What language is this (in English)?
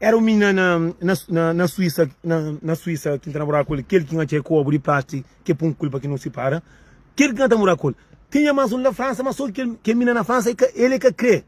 Kabuverdianu